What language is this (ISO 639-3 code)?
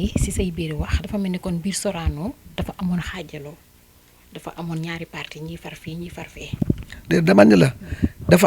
wol